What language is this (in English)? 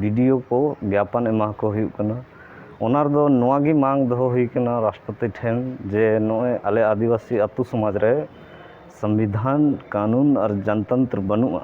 Santali